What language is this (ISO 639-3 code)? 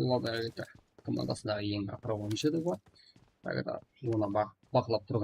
kaa